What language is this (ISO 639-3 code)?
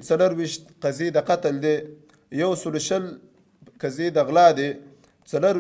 pus